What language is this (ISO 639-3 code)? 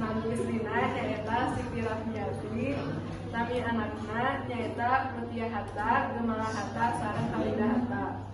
sun